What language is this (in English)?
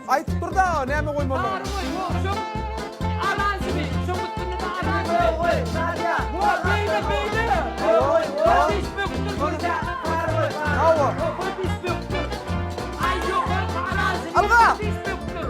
Turkmen